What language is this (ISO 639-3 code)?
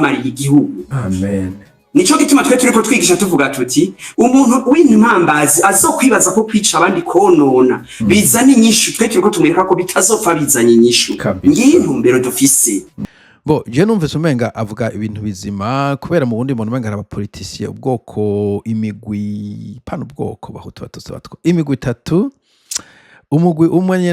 run